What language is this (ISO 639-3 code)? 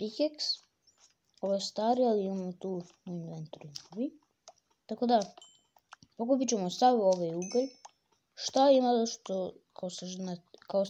hrv